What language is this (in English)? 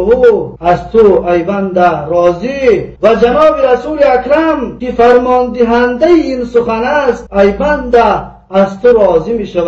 Tajik